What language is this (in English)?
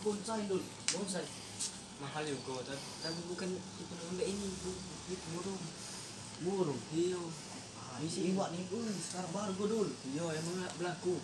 Musi